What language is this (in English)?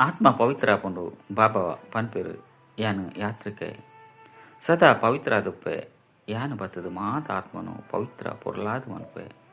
Tulu